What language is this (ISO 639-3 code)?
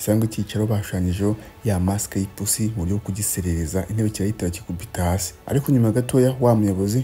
kin